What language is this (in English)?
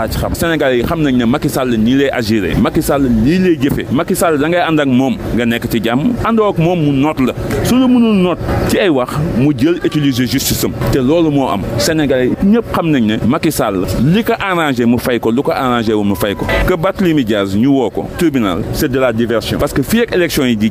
Wolof